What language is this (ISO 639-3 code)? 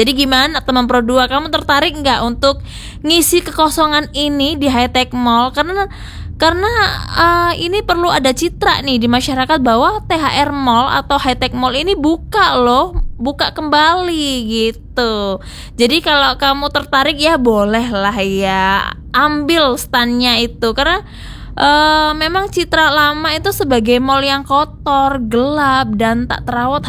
ind